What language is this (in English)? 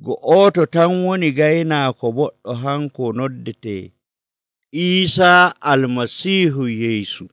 Nigerian Fulfulde